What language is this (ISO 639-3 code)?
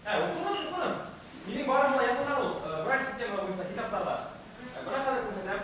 bak